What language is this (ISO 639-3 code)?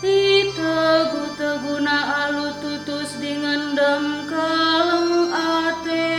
btx